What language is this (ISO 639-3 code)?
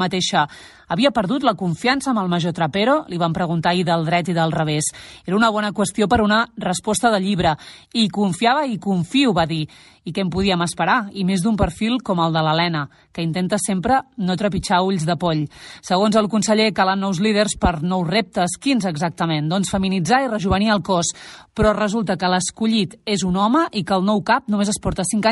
cat